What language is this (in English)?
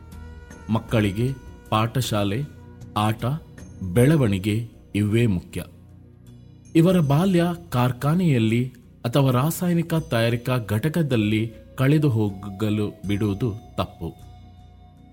Kannada